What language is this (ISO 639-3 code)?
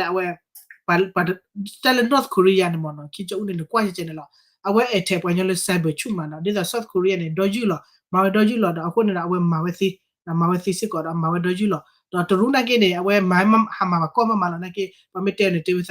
ksw